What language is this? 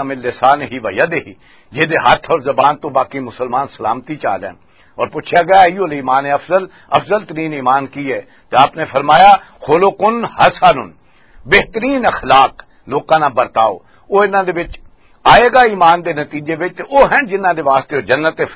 Western Panjabi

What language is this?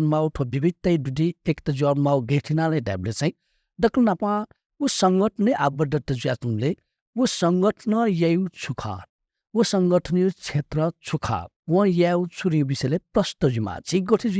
Newari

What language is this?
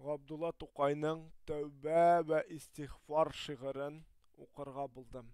Tatar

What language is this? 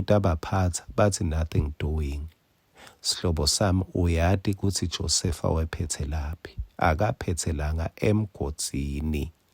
Swati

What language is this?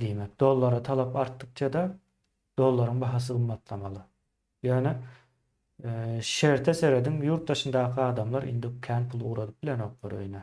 Turkmen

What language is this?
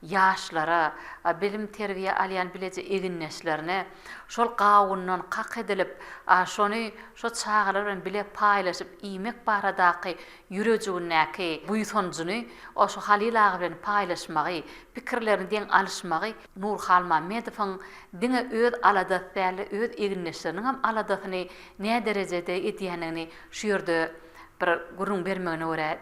Turkmen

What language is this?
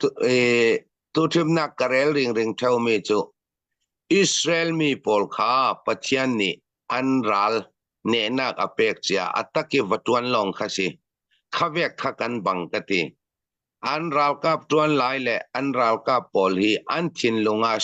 Falam Chin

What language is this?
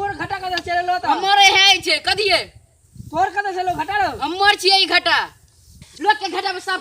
Maithili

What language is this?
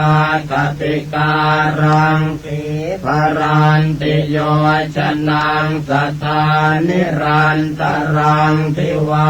Pali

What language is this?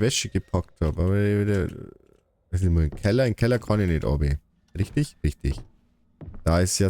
Bavarian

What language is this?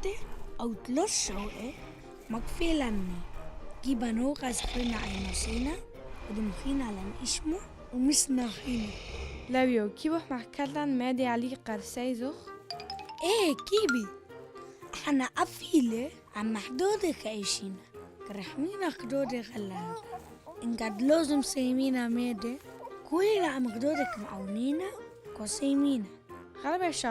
Turoyo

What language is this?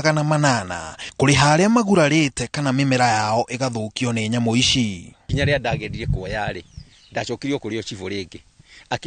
Kikuyu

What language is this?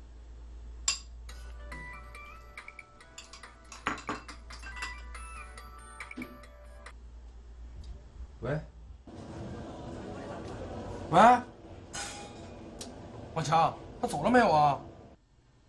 Chinese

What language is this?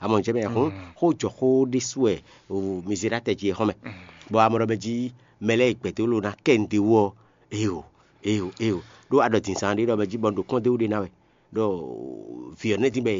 Fon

